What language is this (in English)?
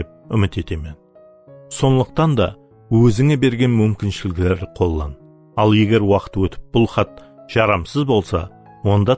Kara-Kalpak